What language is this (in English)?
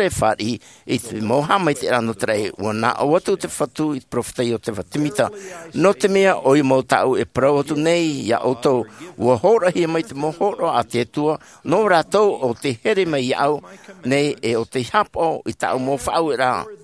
Tahitian